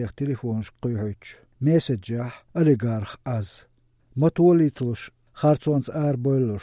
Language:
Latvian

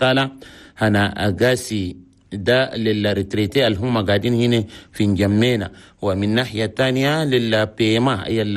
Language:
Chadian Arabic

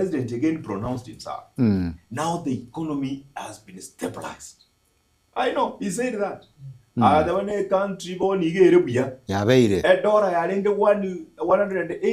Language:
Gusii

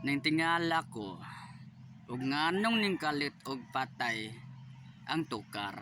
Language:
Cebuano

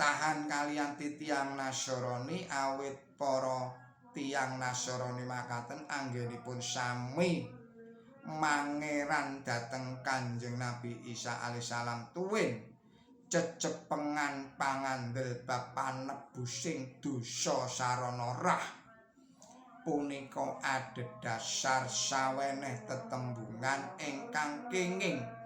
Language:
Javanese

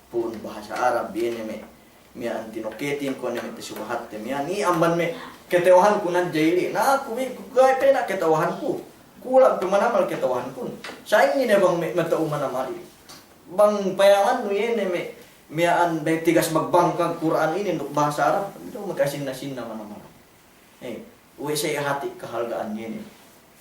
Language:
Yakan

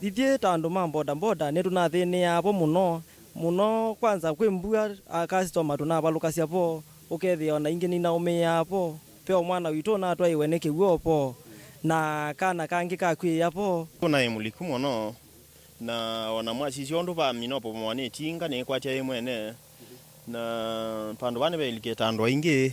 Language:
Kamba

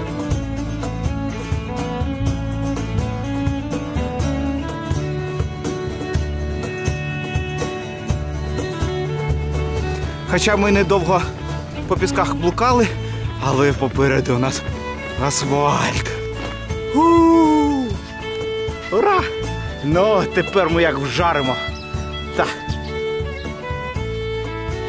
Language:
Ukrainian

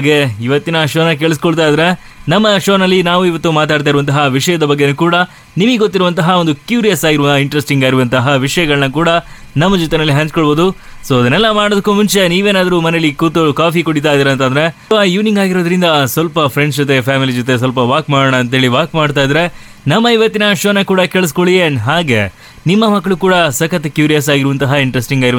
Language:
Kannada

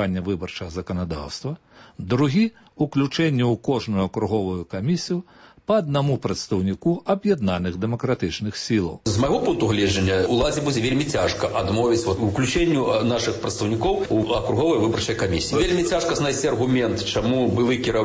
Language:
Belarusian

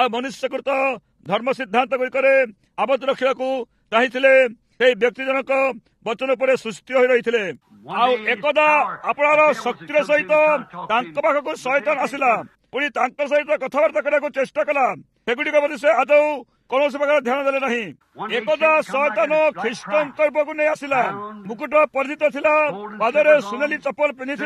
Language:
Odia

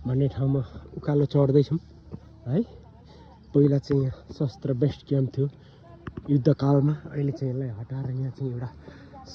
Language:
Nepali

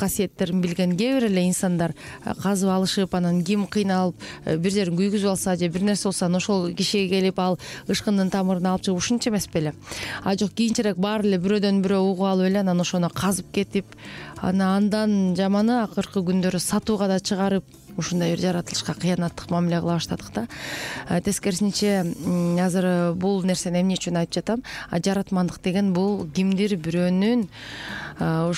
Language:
Kyrgyz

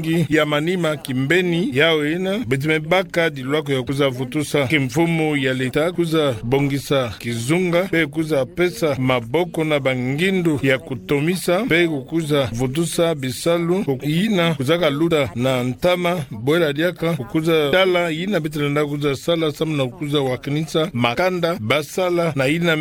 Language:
Kituba (Democratic Republic of Congo)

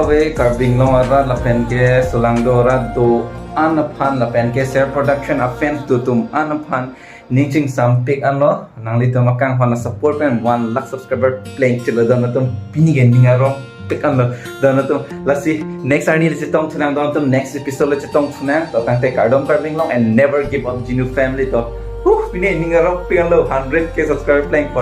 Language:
Karbi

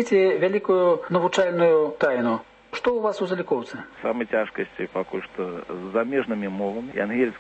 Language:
Belarusian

